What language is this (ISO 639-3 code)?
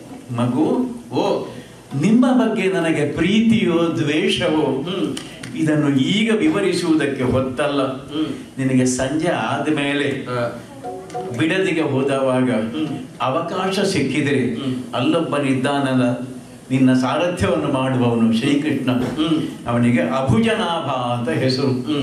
kan